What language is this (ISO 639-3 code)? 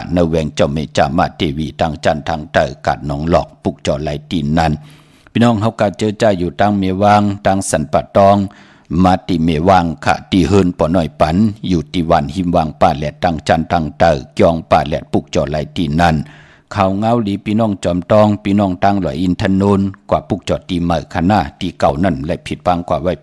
shn